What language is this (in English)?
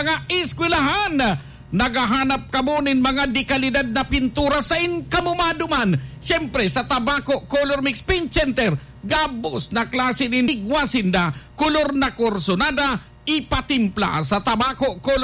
Bikol